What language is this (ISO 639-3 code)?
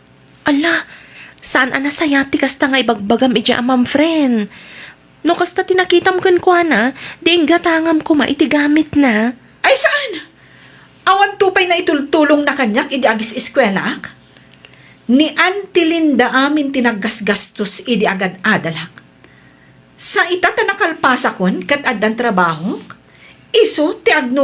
ilo